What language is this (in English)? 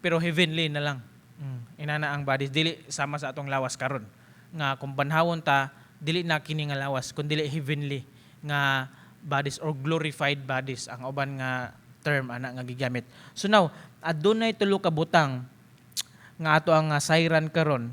Cebuano